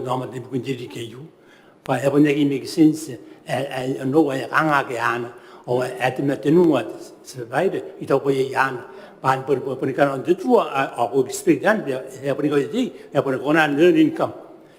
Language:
Gilbertese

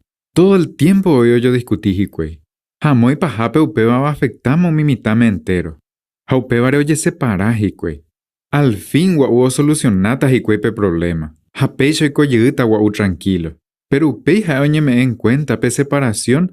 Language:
Guarani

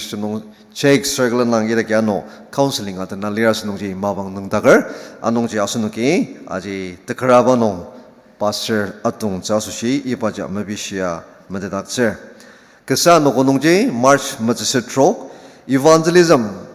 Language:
Ao Naga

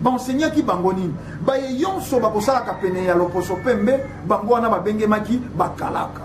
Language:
Lingala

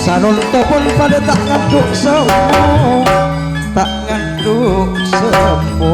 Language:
Madurese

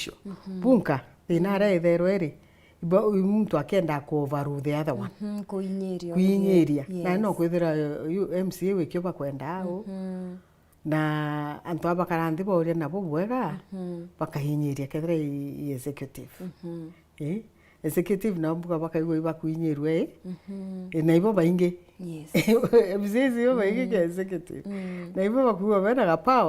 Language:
Meru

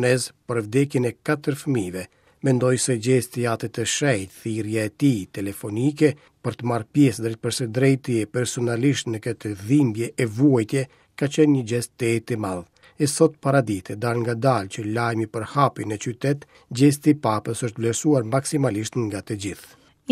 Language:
Albanian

